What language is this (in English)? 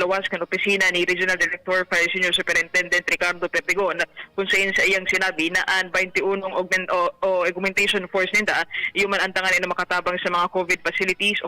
Bikol